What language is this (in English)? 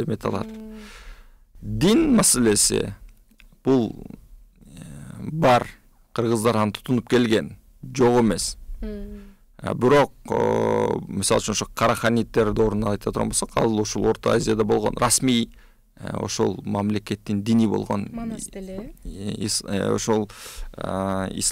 Kyrgyz